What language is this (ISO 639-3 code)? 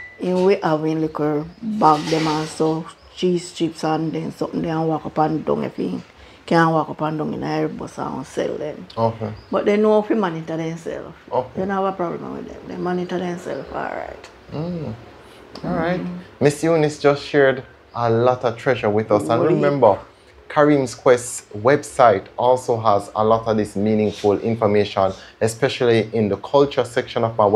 jam